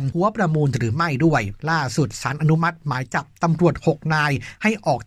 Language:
Thai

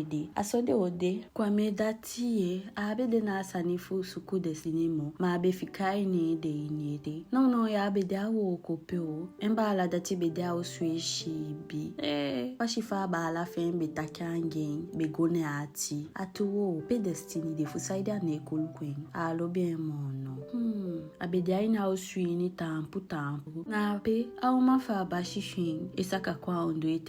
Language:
Eastern Maroon Creole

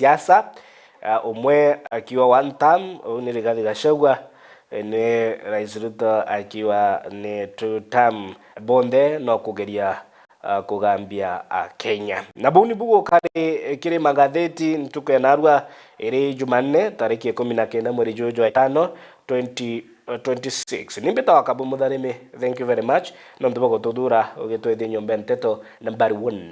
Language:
Meru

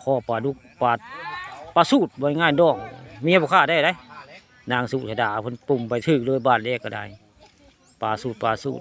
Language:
Northeastern Thai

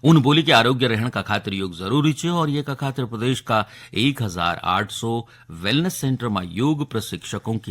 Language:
Garhwali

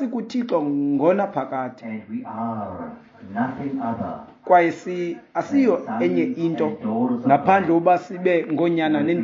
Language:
Xhosa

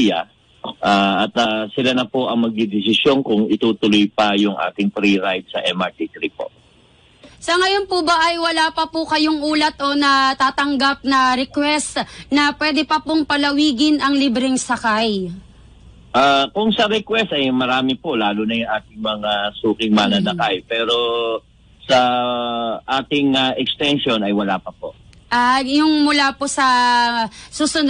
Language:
Filipino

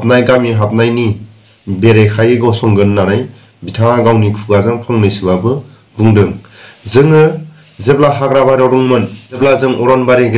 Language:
Bodo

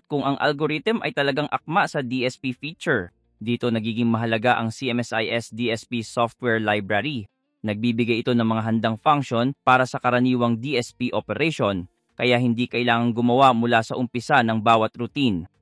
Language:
Filipino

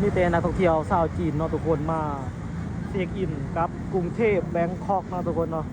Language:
Lao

